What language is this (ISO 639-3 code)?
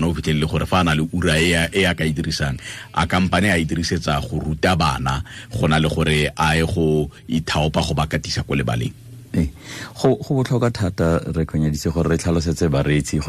tsn